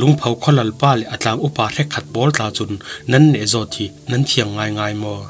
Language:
Falam Chin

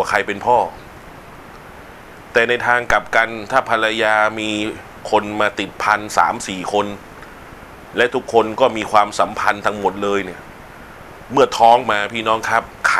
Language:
Thai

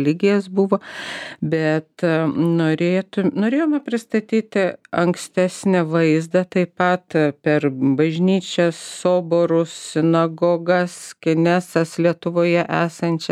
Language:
Lithuanian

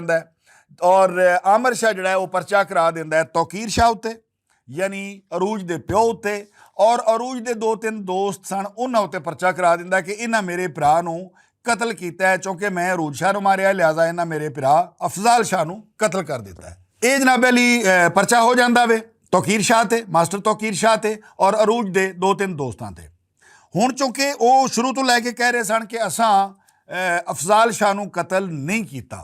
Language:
Western Panjabi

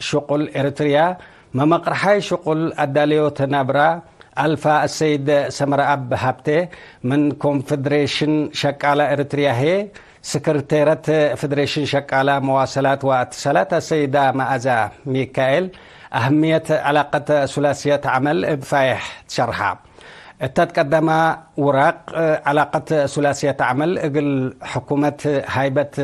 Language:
Tigre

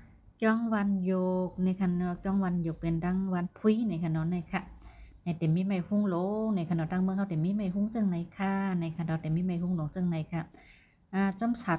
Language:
Shan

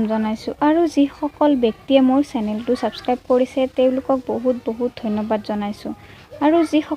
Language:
Assamese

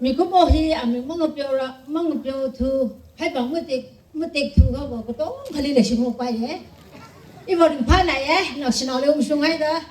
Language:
Tangkhul Naga (India)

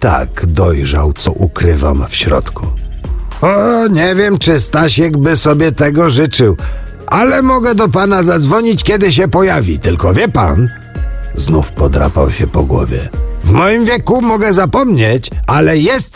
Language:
Polish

